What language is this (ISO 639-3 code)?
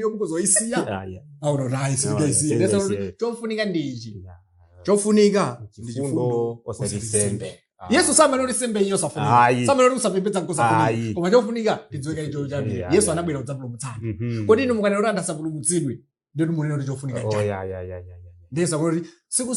nya